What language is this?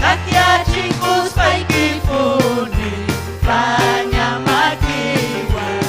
Ayacucho Quechua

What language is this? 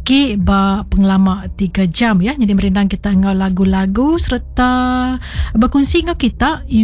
Iban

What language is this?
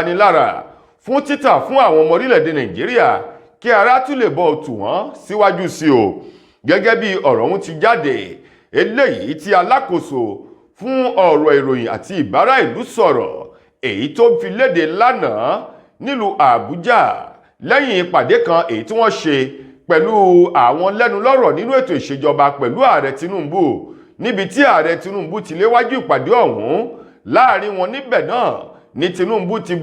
Yoruba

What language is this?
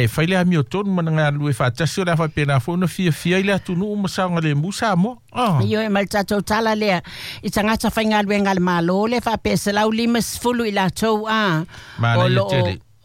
Samoan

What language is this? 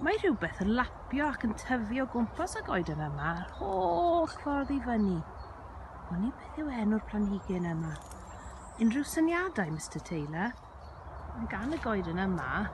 Welsh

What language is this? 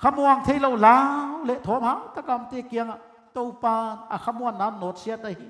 Paite Chin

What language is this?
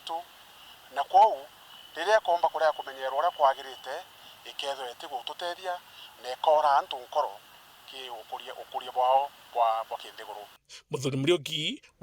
Meru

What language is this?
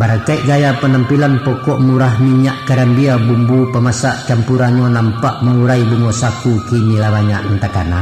Minangkabau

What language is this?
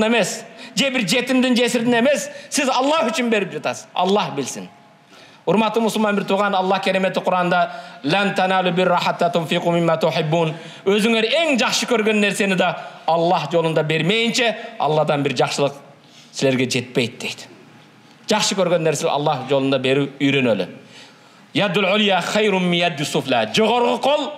Kyrgyz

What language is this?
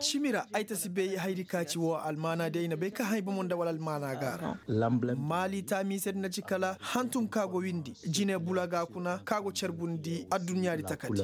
Koyraboro Senni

